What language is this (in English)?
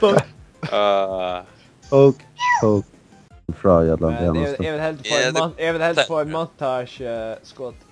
Faroese